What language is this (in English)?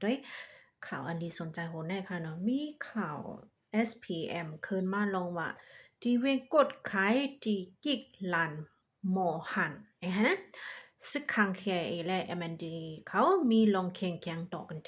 Shan